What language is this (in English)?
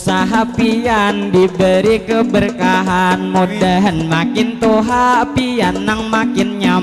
Banjar